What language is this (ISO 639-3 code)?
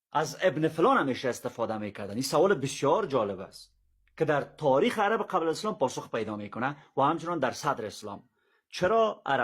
fas